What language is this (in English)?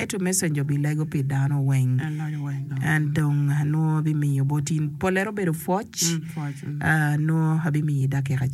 Acoli